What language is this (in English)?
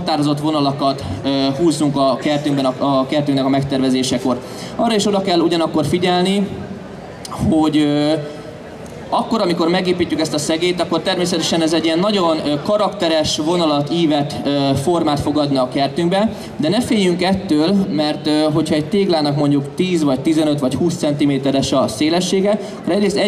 Hungarian